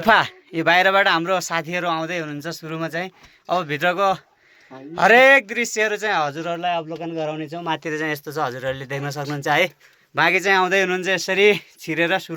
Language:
Nepali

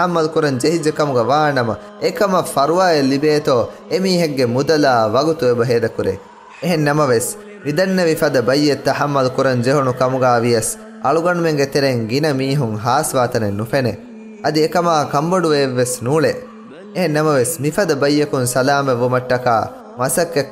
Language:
Divehi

